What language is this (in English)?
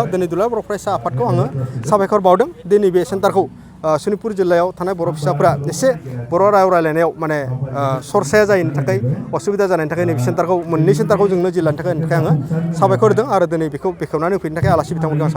Bodo